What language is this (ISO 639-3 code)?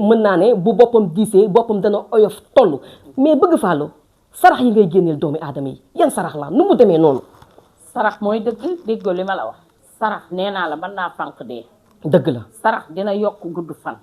wol